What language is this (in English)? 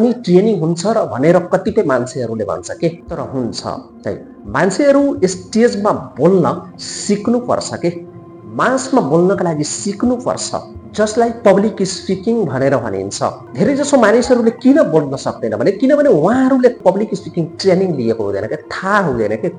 Nepali